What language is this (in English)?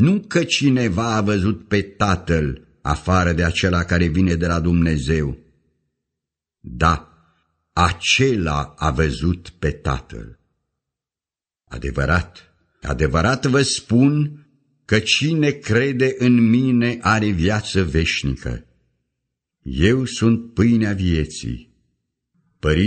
Romanian